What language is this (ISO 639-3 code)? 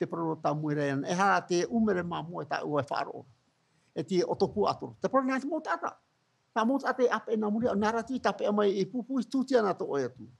tah